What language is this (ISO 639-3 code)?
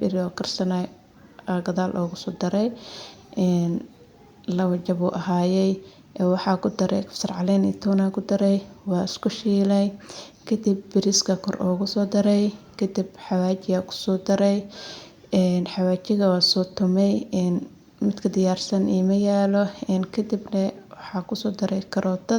som